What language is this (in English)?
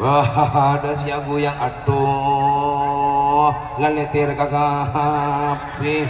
Madurese